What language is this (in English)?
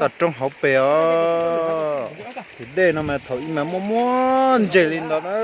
Hmong